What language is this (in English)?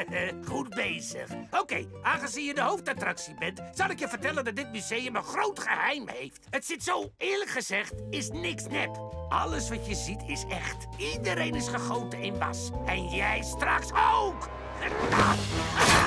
Dutch